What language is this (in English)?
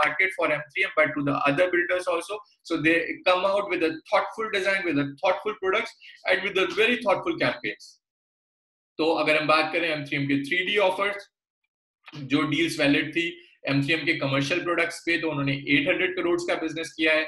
Hindi